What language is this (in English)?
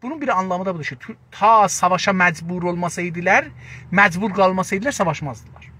South Azerbaijani